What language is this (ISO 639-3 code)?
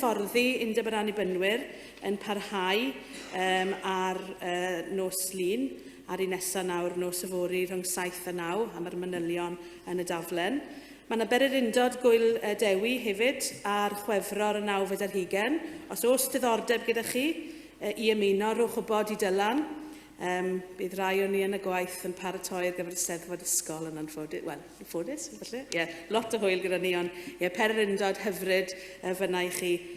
cym